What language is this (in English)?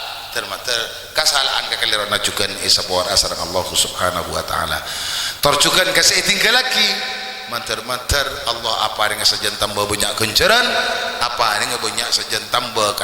Madurese